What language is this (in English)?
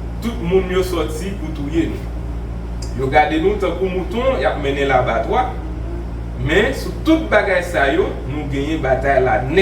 Haitian Creole